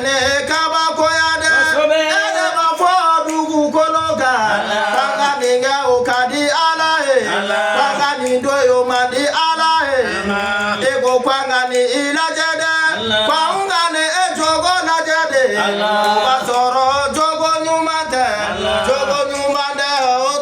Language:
Bambara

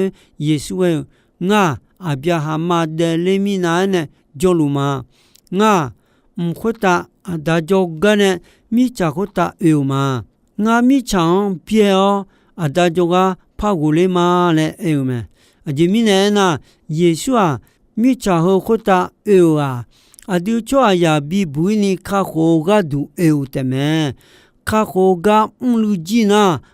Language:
Akha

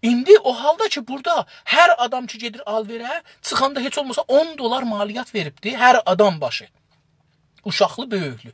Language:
South Azerbaijani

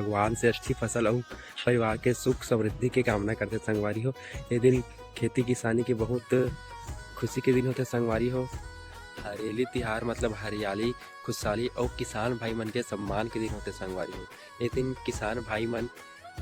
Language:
Chhattisgarhi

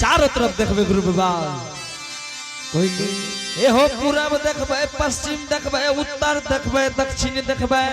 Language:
Angika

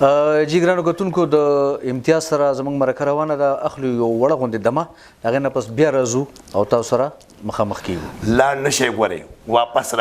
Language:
Pashto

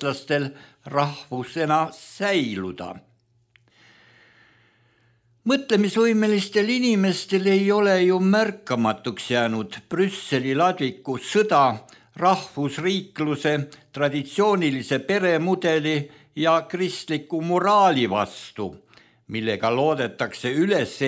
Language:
Estonian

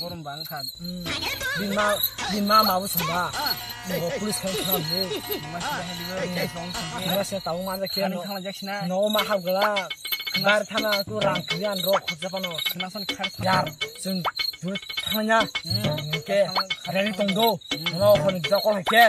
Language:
Kok Borok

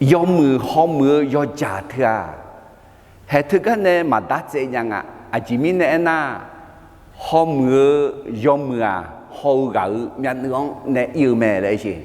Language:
Akha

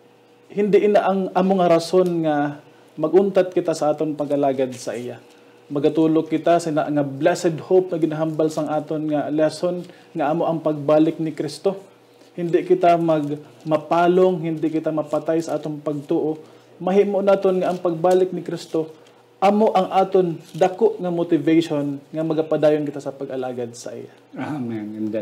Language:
Hiligaynon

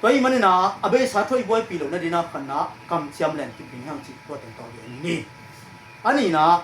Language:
Tedim Chin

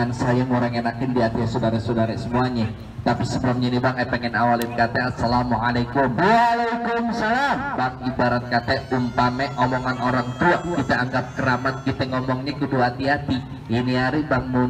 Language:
Betawi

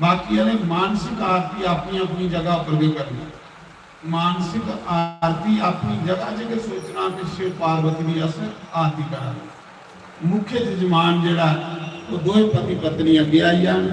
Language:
Dogri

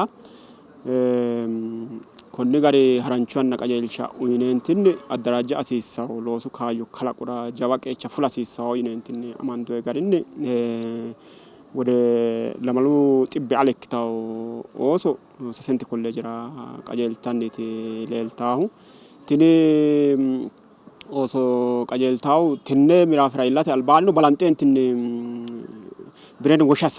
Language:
Sidamo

